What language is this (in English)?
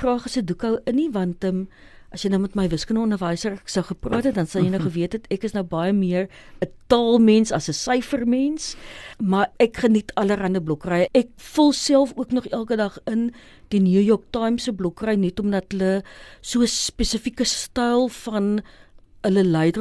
Afrikaans